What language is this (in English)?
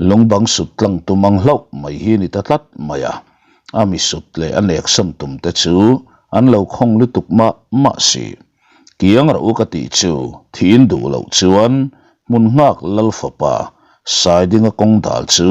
Mizo